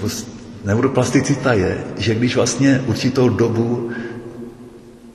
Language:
Czech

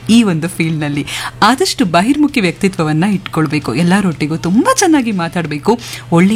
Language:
Kannada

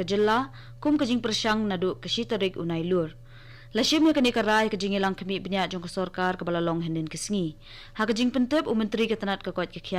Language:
Khasi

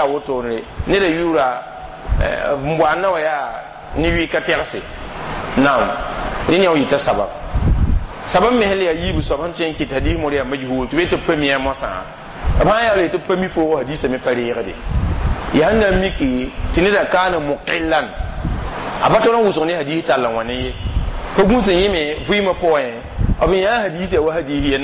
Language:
Mossi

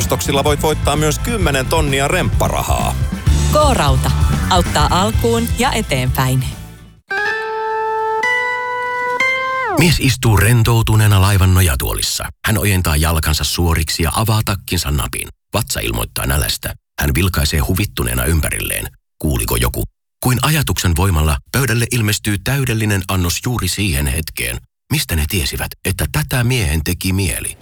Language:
Finnish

